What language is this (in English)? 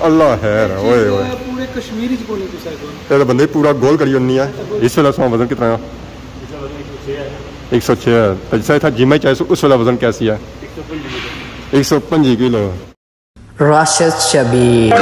Pahari-Potwari